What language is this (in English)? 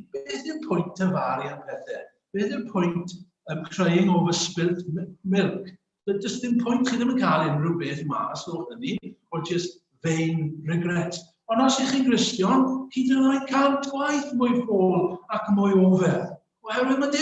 Welsh